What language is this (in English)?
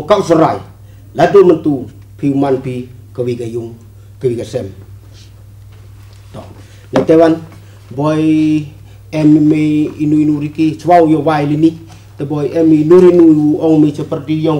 Khasi